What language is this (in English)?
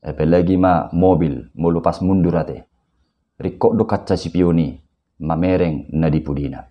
Batak Toba